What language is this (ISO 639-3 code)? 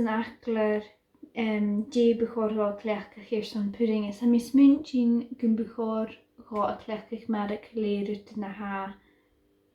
gla